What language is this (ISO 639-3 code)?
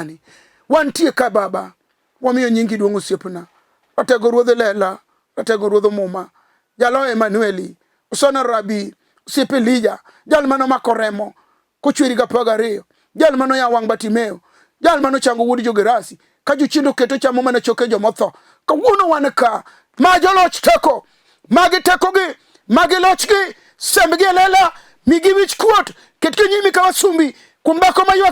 luo